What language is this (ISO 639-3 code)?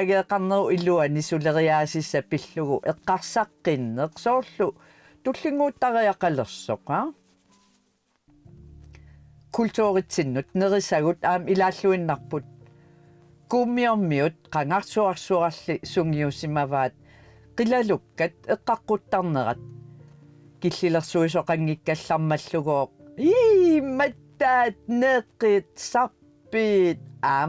kal